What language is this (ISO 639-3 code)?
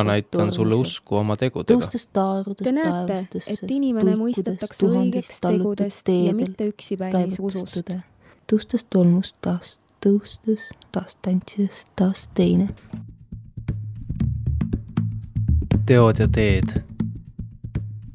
est